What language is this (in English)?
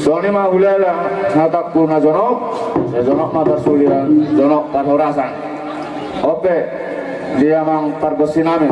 Batak Toba